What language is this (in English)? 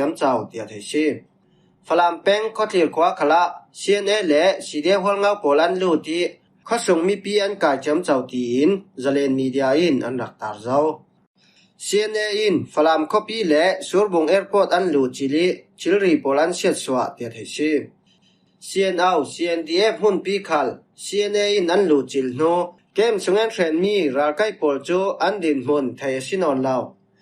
Falam Chin